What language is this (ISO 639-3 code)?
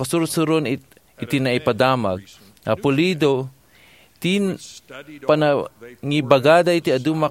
ilo